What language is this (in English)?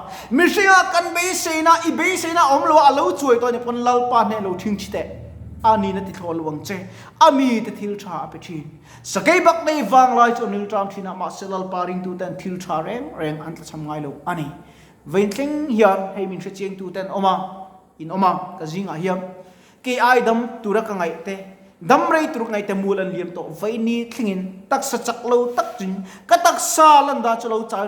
Mizo